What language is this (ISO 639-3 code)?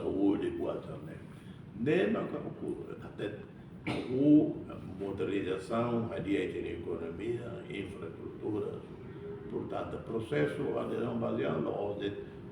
tet